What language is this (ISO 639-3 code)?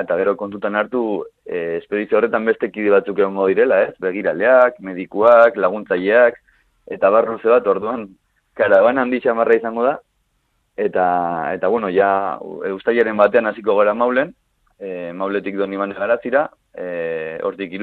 eus